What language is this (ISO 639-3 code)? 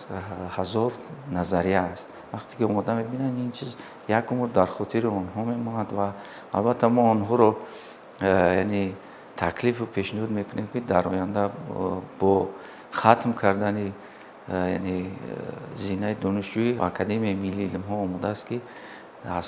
tgk